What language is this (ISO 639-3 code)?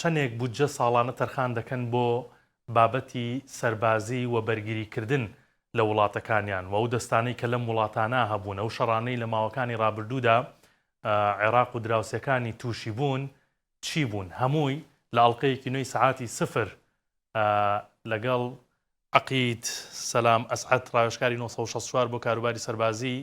ckb